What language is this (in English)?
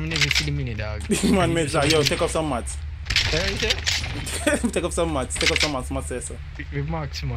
Jamaican Creole English